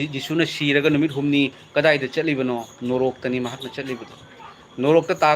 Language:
Manipuri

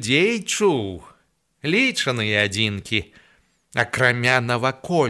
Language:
Belarusian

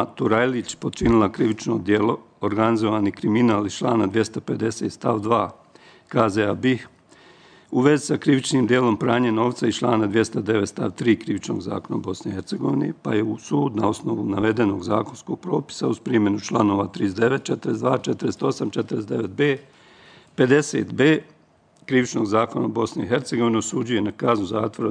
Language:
Bosnian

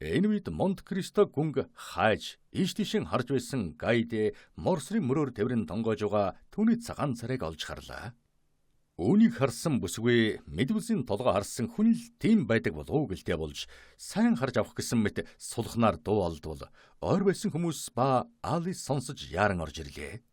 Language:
Mongolian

